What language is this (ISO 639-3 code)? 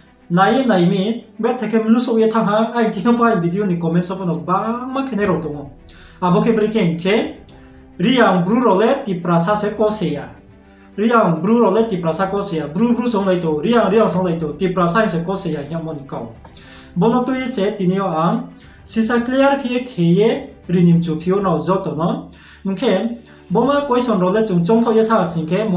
ria